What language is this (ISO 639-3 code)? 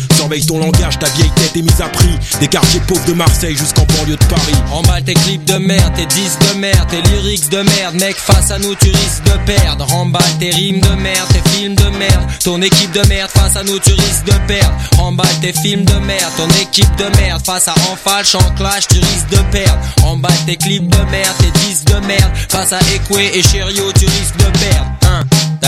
fra